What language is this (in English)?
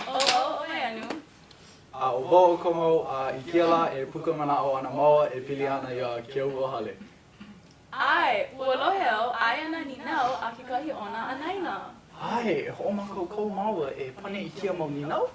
Hawaiian